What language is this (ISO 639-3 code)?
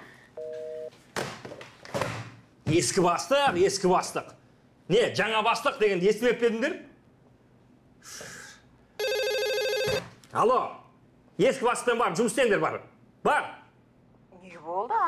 kaz